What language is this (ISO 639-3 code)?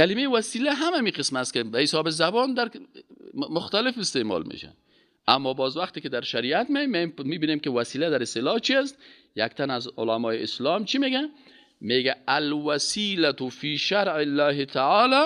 fas